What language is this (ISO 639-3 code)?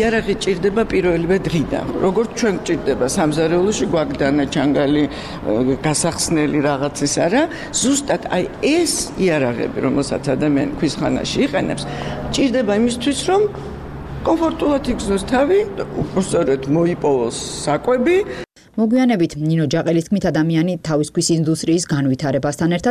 kat